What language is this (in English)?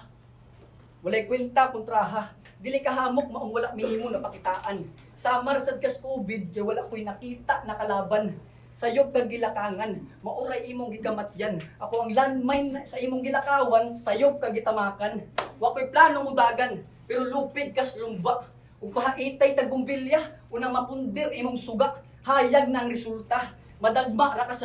Cebuano